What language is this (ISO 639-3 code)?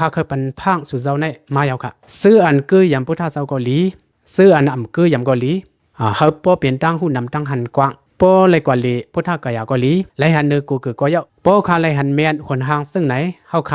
shn